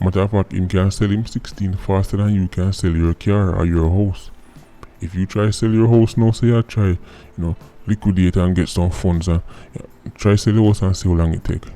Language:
Jamaican Creole English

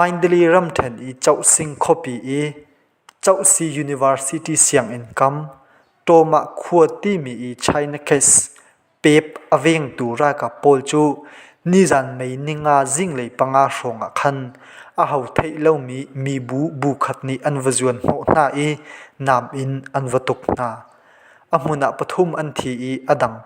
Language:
Hakha Chin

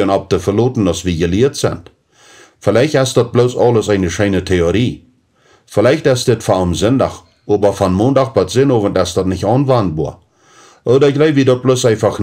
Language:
Plautdietsch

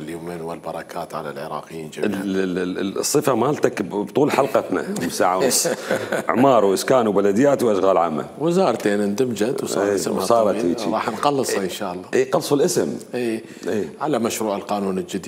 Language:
Mesopotamian Arabic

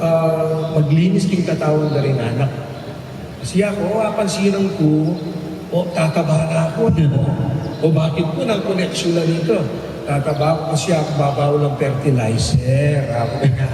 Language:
Pampanga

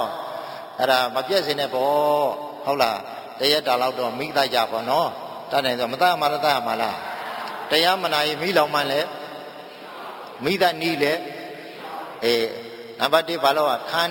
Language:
Burmese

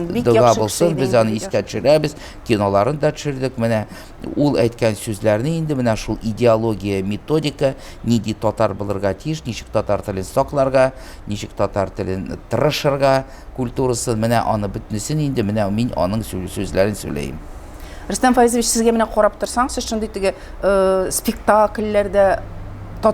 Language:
Tatar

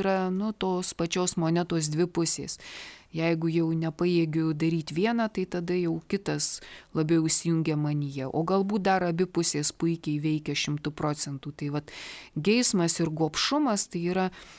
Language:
Lithuanian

